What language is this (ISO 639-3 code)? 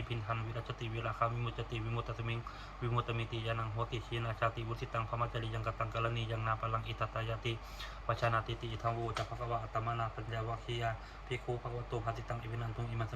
pli